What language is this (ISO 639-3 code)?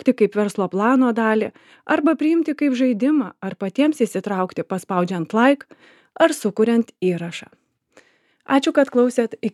lit